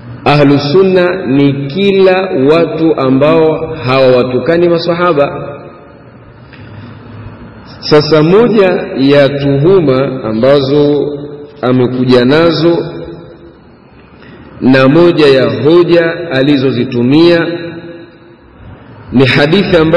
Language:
Swahili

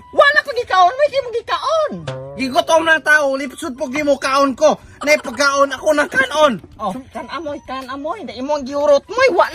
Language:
Cebuano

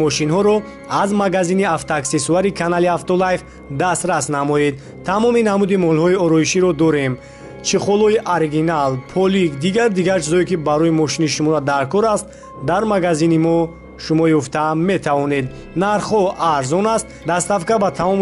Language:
Tajik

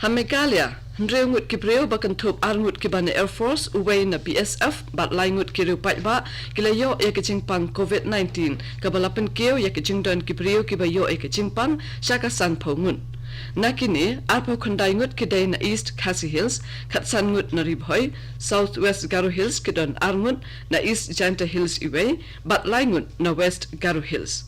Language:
Khasi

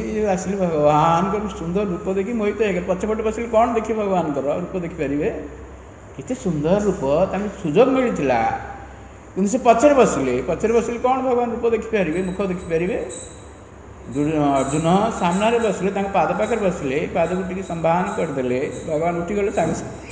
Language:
Odia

